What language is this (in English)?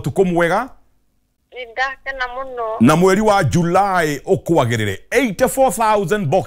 Kikuyu